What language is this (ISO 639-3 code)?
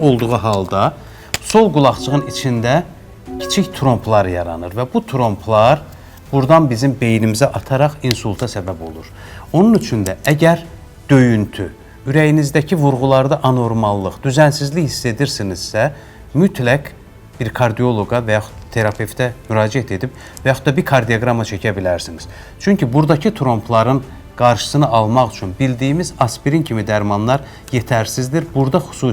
aze